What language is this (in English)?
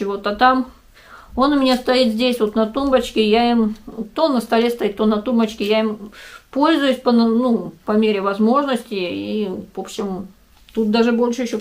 Russian